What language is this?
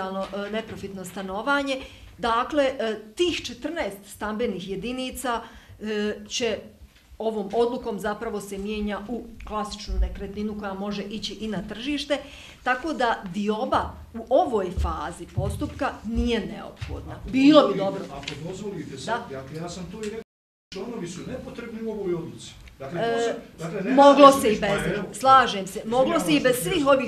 Bosnian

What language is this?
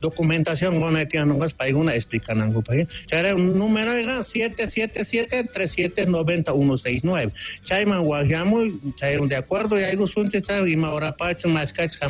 South Bolivian Quechua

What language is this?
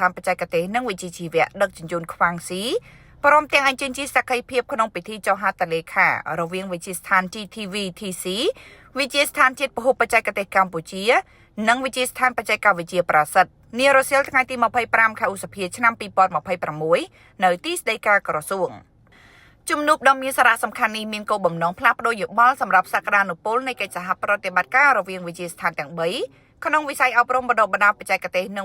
Khmer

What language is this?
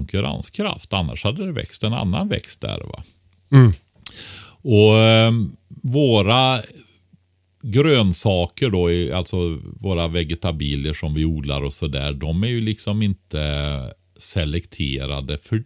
Swedish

